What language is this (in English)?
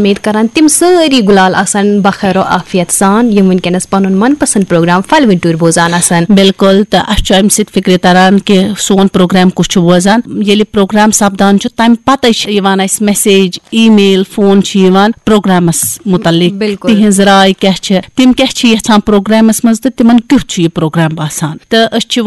Kashmiri